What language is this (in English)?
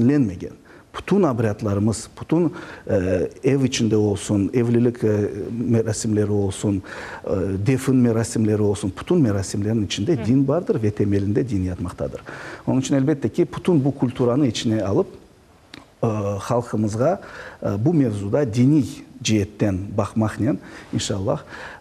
Crimean Tatar